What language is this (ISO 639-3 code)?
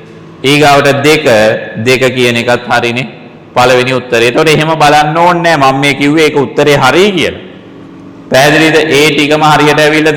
sin